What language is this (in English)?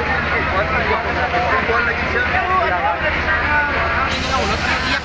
Hiligaynon